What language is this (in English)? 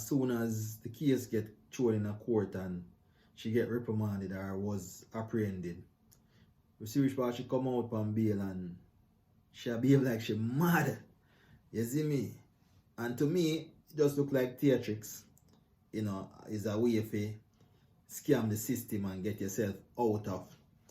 Jamaican Creole English